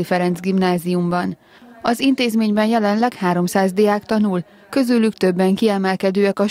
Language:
Hungarian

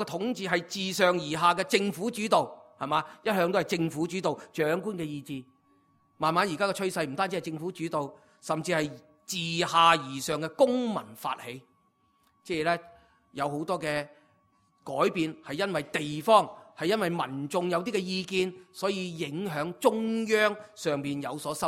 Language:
Cantonese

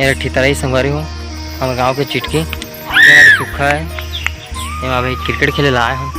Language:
Chhattisgarhi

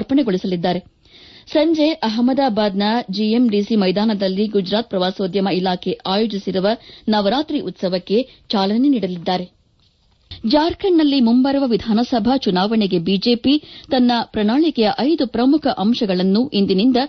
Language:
Kannada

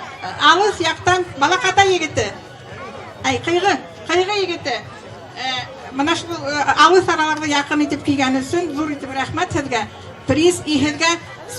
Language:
Bashkir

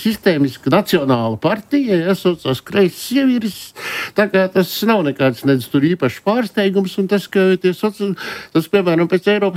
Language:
Latvian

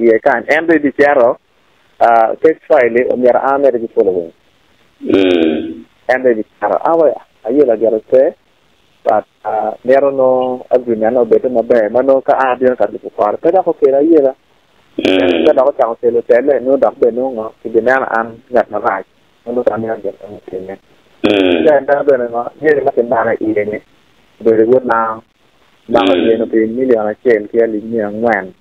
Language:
Acoli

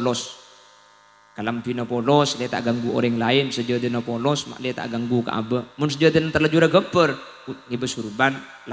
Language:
Madurese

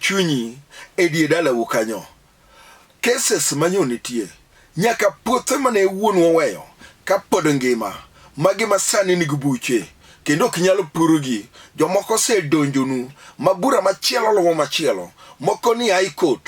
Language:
Luo (Kenya and Tanzania)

